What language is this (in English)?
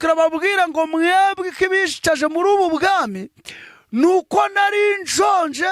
Kinyarwanda